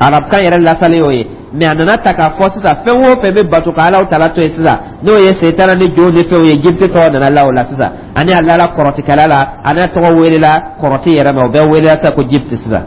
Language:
Dyula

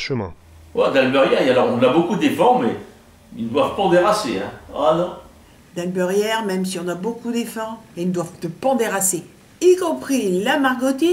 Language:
Picard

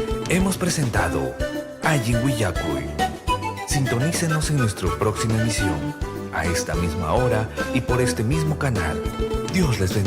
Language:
Ayacucho Quechua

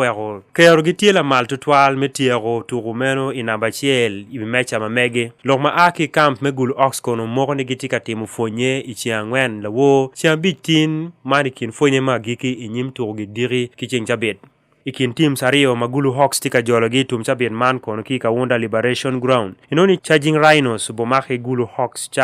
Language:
Acoli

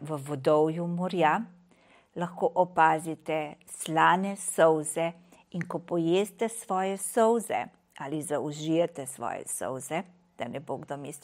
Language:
Slovenian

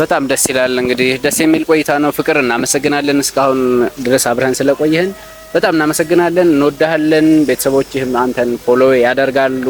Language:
Amharic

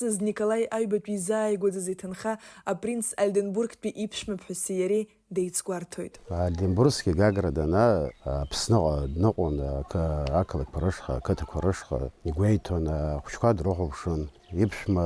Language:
Abkhazian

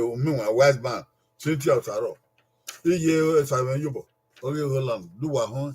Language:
Bini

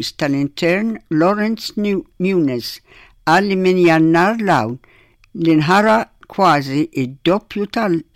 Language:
Maltese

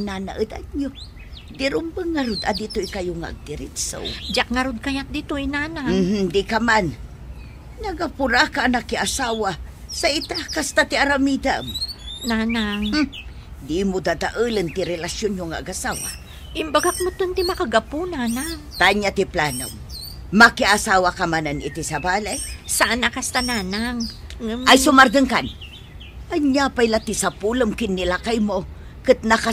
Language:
Iloko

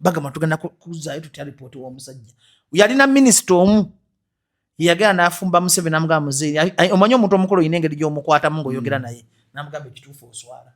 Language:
Ganda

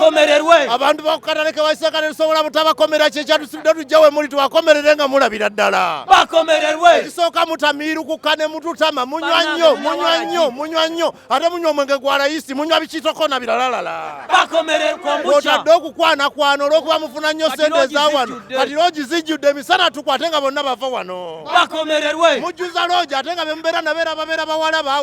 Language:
Ganda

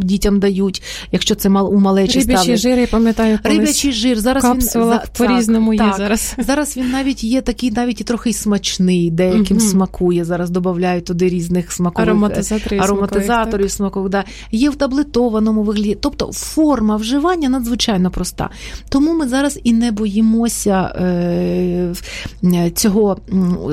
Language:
Ukrainian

